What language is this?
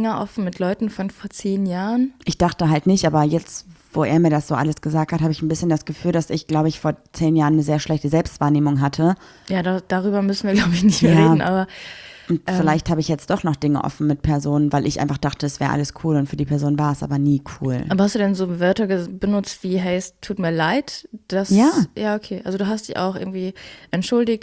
German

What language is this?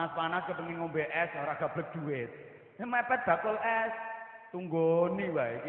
Javanese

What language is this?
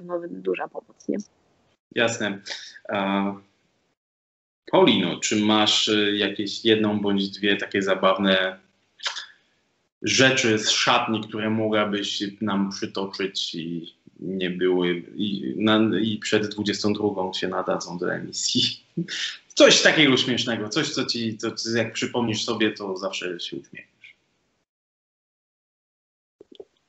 Polish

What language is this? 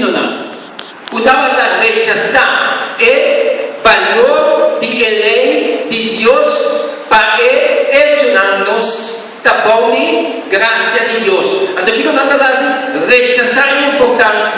Papiamento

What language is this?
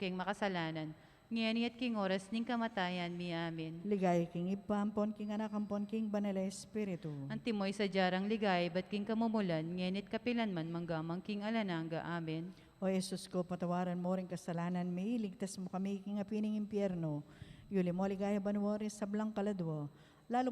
Pampanga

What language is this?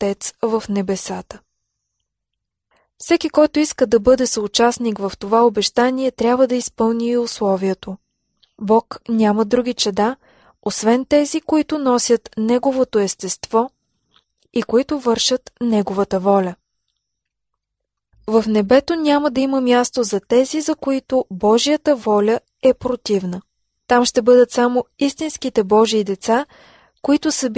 Bulgarian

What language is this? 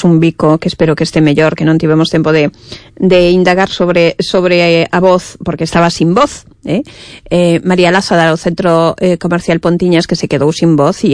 Galician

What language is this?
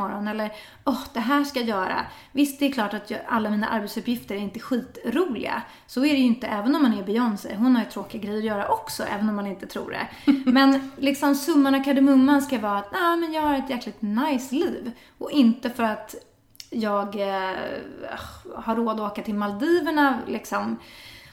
Swedish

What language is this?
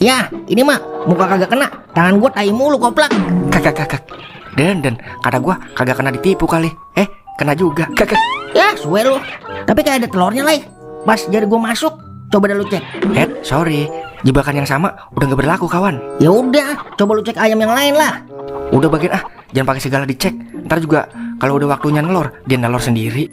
Betawi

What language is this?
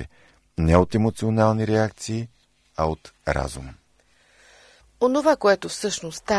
Bulgarian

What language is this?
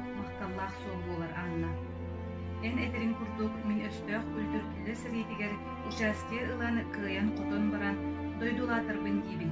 Yakut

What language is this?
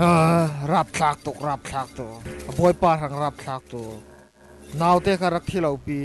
Falam Chin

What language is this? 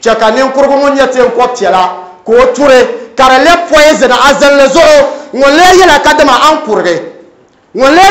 Dagbani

